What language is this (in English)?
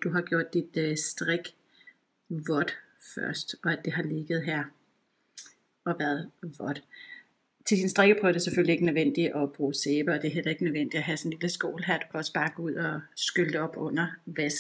Danish